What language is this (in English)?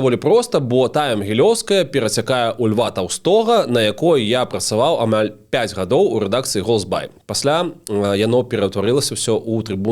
Belarusian